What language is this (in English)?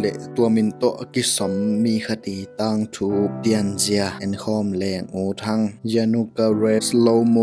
Tedim Chin